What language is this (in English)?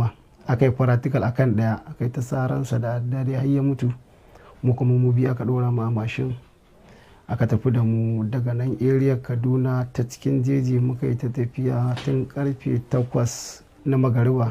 Hausa